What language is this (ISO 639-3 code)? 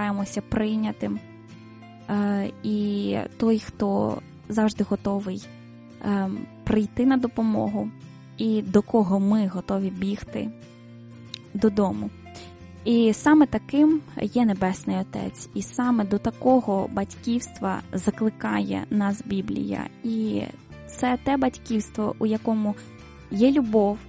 ukr